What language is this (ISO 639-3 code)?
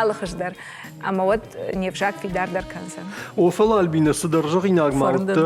oss